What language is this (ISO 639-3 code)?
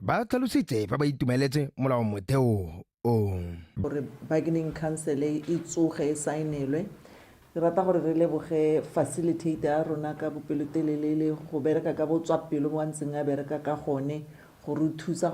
tsn